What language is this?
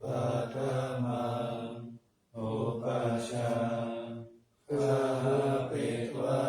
Pali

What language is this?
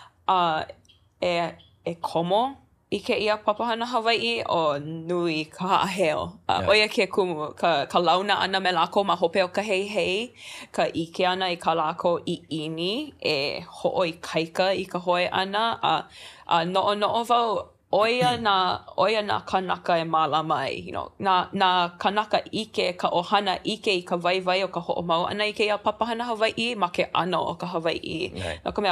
Hawaiian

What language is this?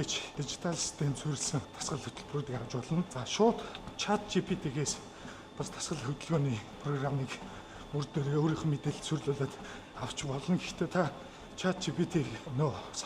Mongolian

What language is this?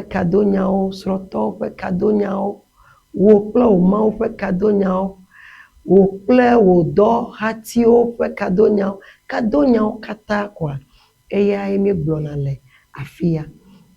Ewe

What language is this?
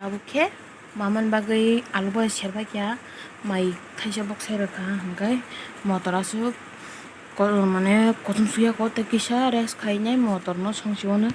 Kok Borok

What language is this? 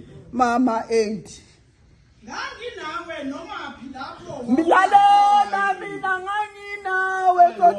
Zulu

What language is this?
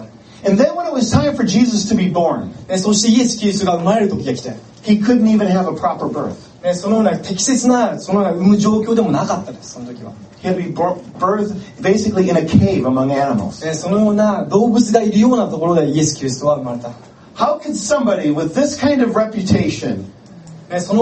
Japanese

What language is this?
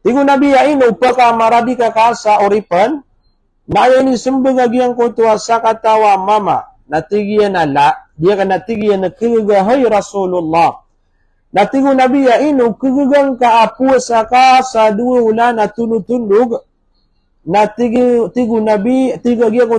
Maranao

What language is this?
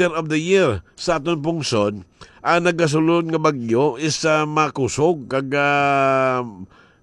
Hiligaynon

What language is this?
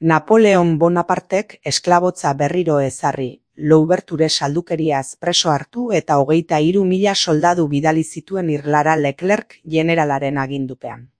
Basque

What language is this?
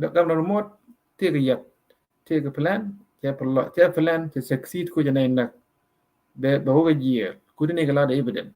Nuer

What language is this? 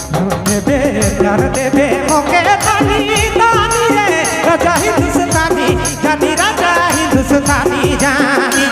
Sadri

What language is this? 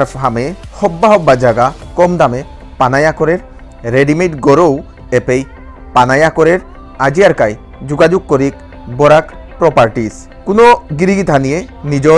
Bishnupriya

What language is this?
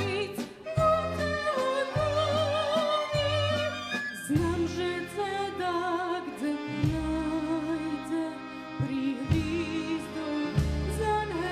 Rusyn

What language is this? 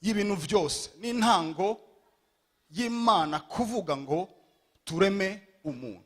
Rundi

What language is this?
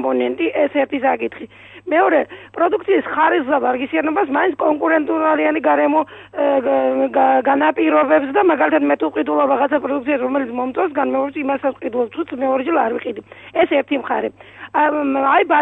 Georgian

